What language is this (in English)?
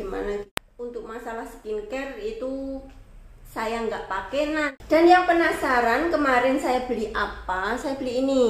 Indonesian